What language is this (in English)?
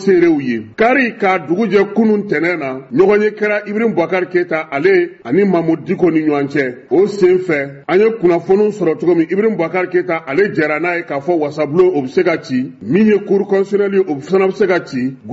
Bambara